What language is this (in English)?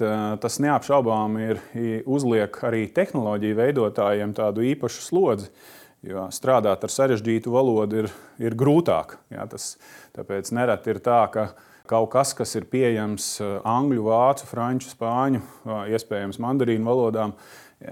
Latvian